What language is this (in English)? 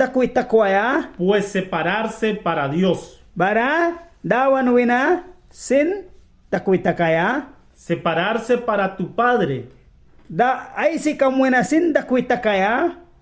Mískito